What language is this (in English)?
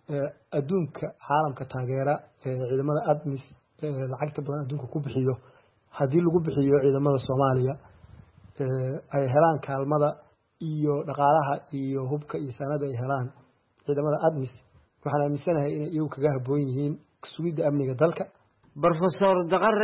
Somali